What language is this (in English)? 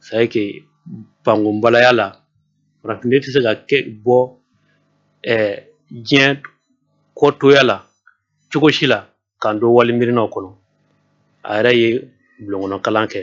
Bambara